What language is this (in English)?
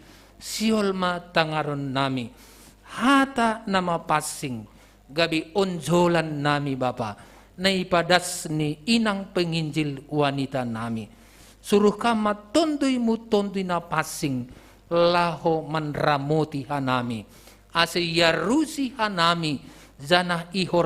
Batak Simalungun